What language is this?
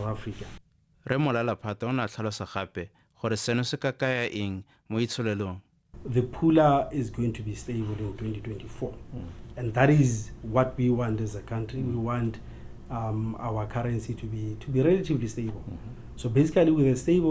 Tswana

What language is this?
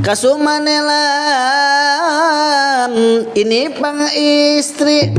Banjar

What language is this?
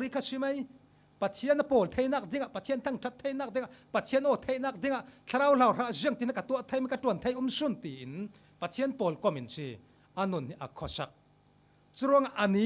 Falam Chin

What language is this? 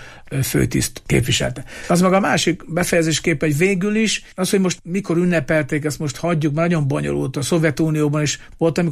Hungarian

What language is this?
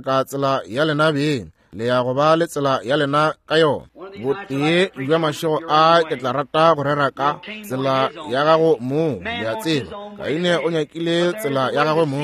Northern Sotho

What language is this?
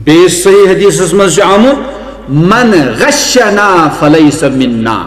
Kashmiri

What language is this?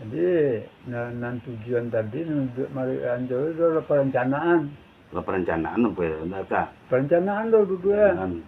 Minangkabau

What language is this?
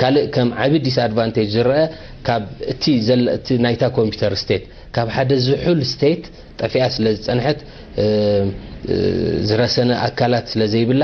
Tigrinya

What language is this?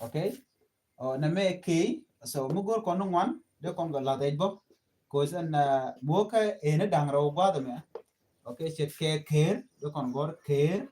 Nuer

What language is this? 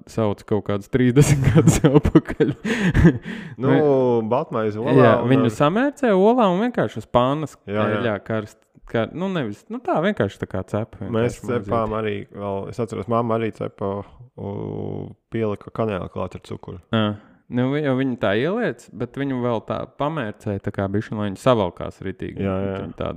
Latvian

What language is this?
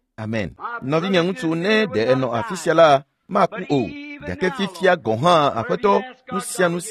Ewe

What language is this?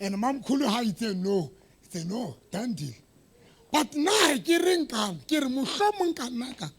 Southern Sotho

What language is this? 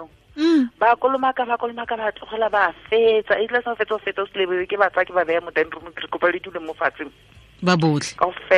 Tswana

